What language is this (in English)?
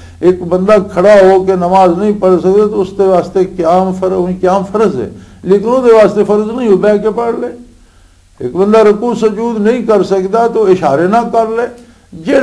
Western Panjabi